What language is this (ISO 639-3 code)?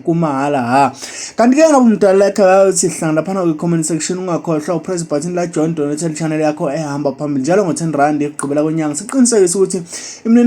zul